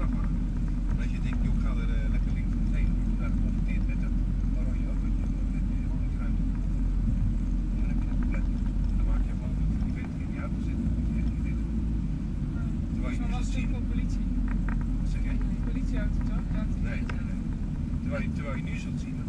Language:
Dutch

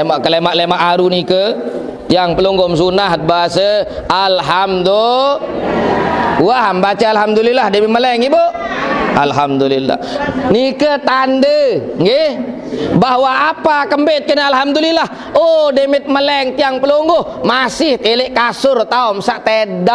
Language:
Sasak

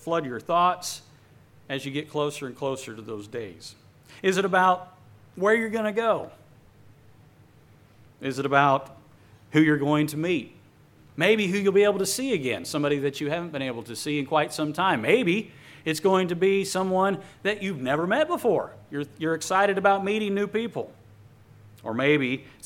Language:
English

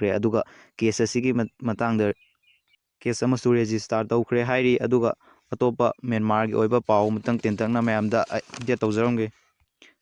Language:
Manipuri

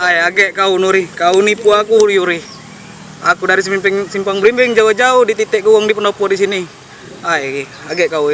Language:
Musi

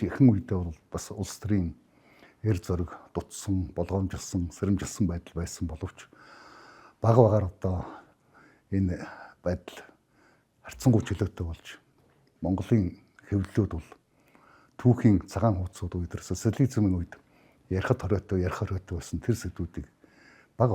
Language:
Mongolian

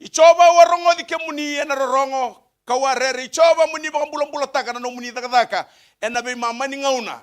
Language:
Fijian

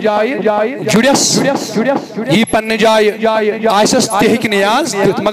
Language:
Kashmiri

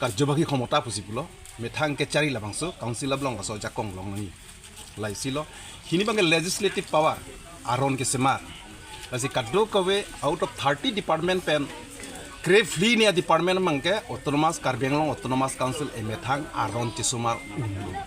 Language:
Karbi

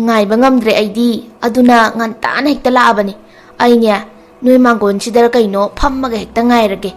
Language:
Manipuri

